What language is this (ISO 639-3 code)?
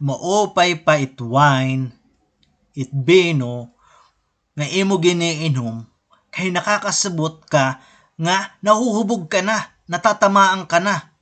war